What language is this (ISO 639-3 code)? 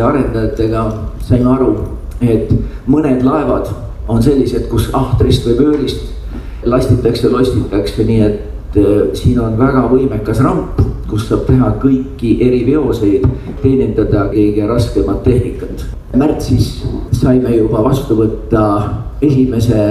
est